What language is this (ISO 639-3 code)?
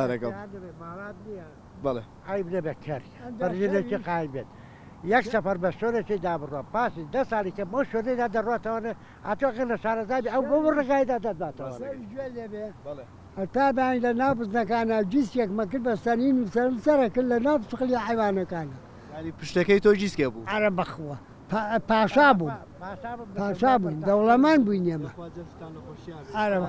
ckb